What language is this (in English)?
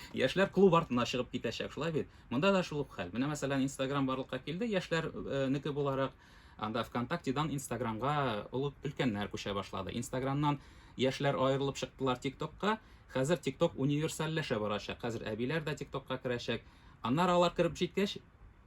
Tatar